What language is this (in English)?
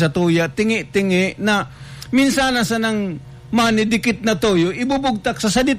Bikol